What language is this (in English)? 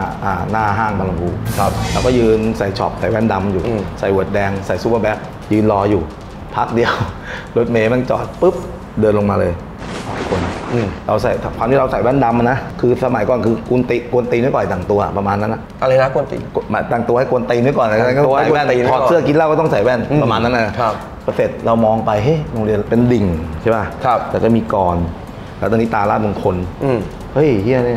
Thai